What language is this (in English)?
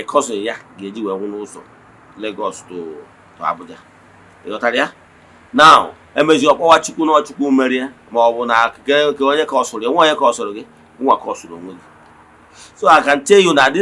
Igbo